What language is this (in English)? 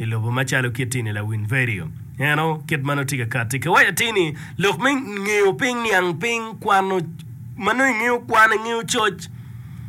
Acoli